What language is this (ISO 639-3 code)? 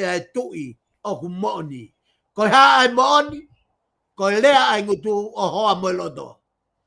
ton